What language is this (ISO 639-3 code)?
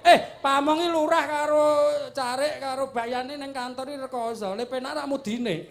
jav